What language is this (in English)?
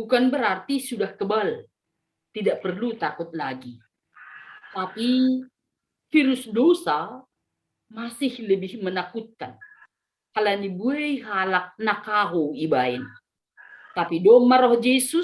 Batak Simalungun